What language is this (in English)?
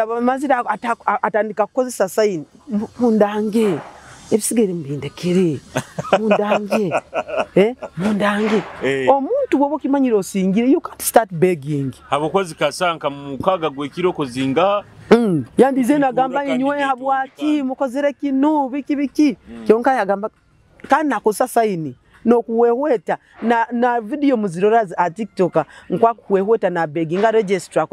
Nyoro